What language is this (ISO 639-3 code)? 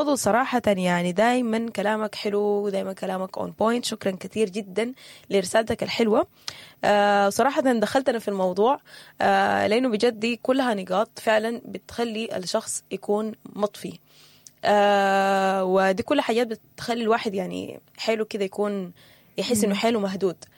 apd